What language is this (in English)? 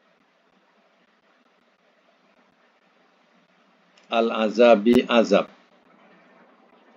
Malay